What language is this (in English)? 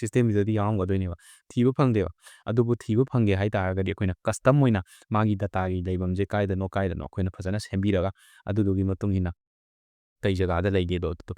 Manipuri